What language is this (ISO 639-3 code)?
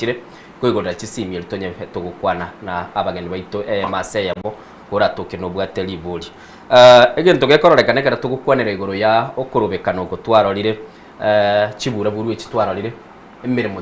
guz